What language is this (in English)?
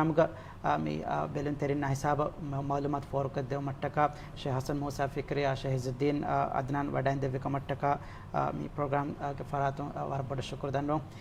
Divehi